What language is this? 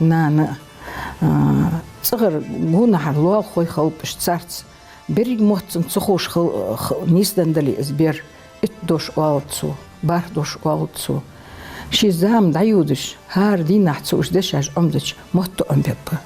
Ingush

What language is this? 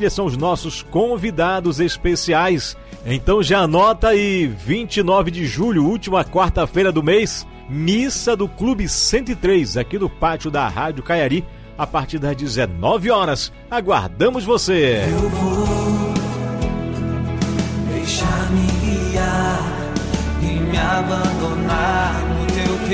Portuguese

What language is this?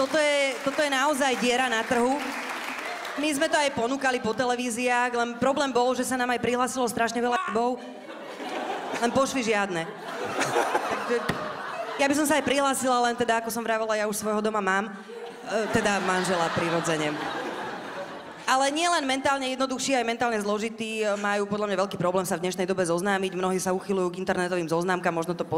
Slovak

